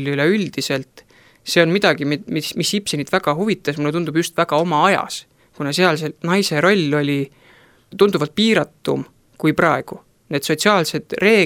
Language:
Estonian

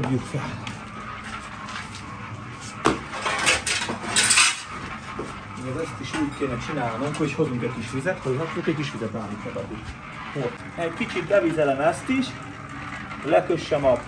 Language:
Hungarian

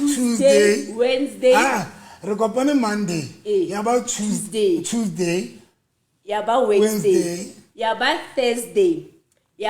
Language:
Southern Sotho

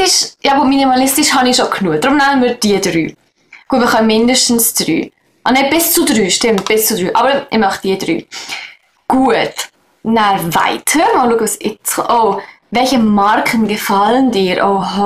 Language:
Swiss German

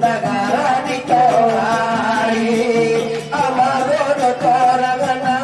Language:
Batak Angkola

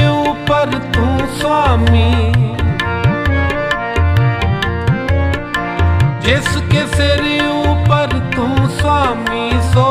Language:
Punjabi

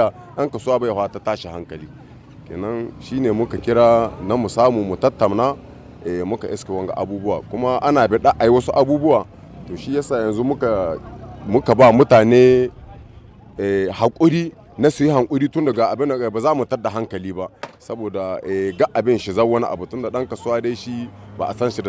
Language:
Hausa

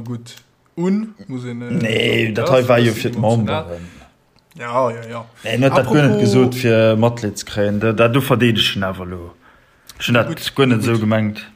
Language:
Luxembourgish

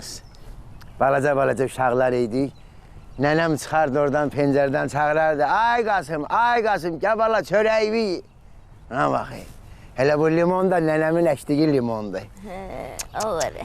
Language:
Azerbaijani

